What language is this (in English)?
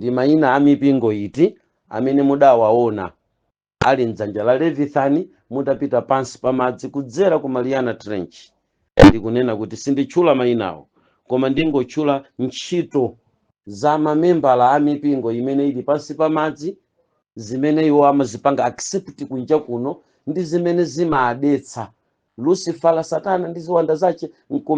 Nyanja